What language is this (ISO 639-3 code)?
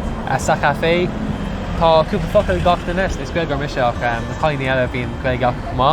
gle